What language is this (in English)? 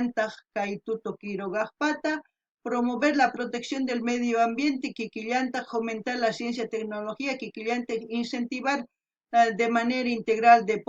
South Bolivian Quechua